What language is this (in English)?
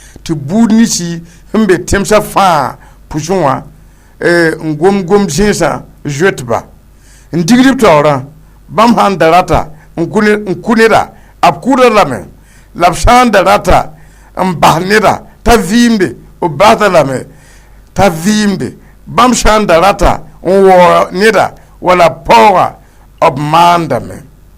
Mossi